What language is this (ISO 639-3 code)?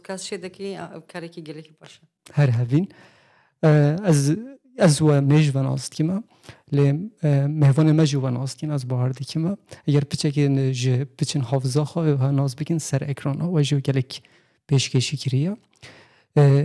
kur